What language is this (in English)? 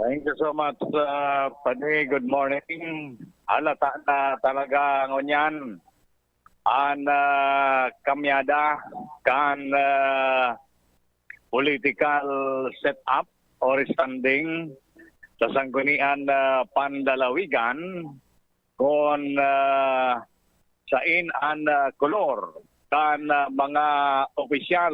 Bikol